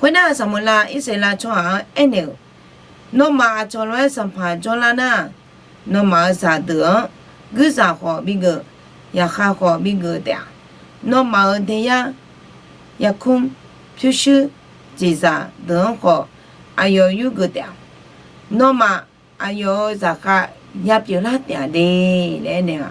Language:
Akha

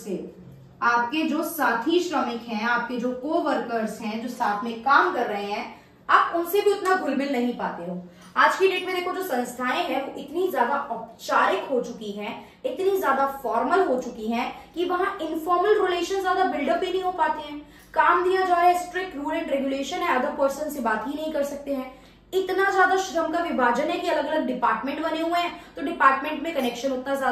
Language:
Hindi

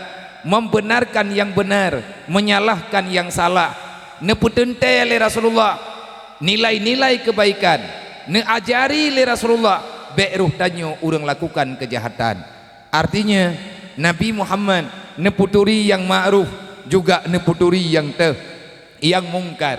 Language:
Achinese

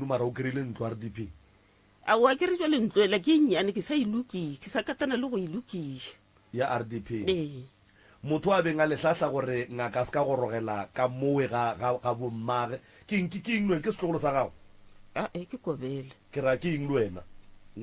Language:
Northern Sotho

